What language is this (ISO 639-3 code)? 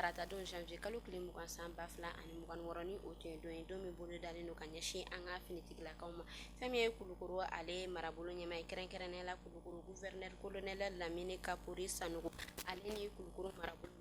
bam